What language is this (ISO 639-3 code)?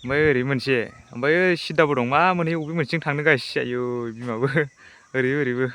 brx